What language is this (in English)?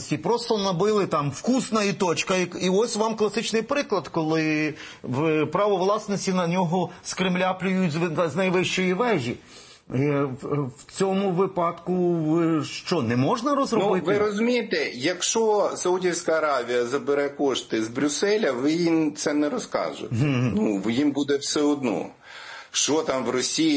Ukrainian